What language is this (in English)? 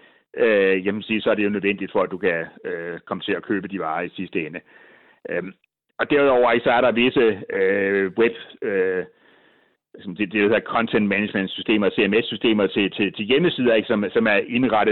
Danish